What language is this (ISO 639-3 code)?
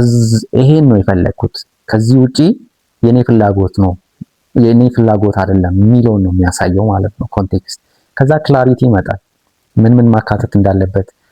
amh